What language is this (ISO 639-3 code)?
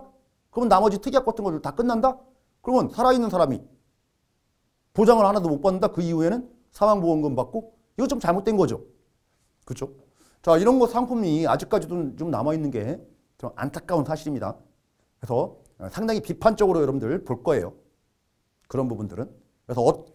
kor